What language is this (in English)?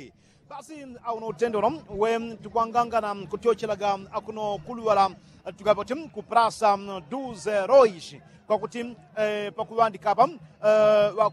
Yao